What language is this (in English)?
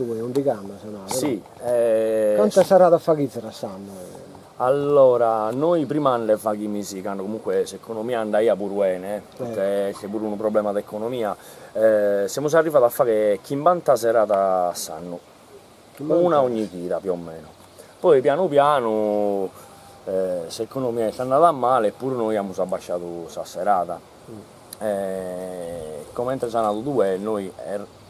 Sardinian